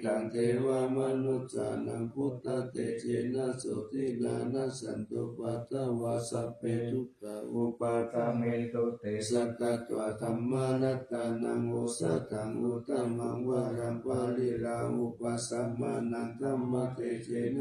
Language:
Pali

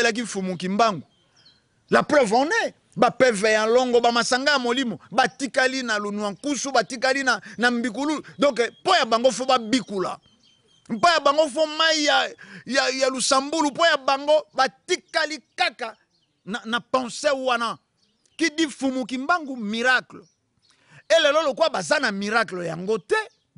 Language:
Lingala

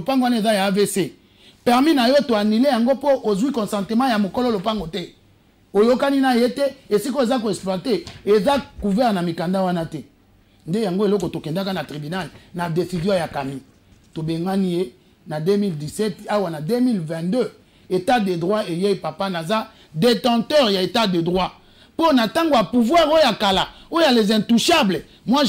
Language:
Lingala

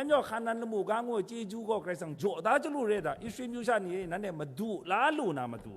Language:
Kachin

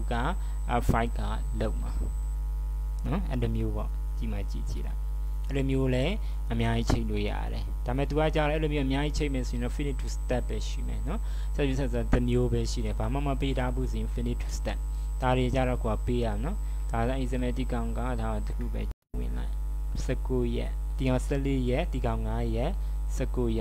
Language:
Burmese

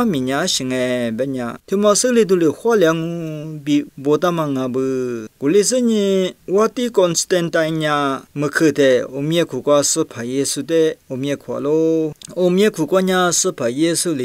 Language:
Lisu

